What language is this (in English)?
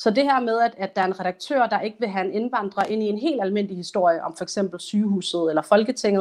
Danish